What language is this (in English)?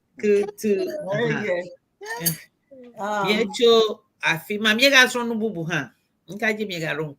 Ewe